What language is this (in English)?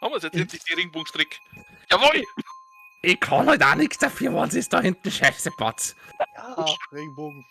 Bavarian